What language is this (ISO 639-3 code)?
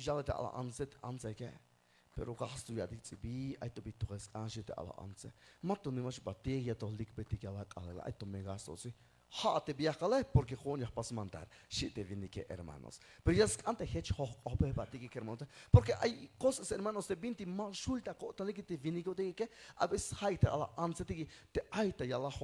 tzh